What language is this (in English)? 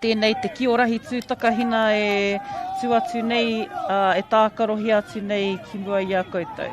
Māori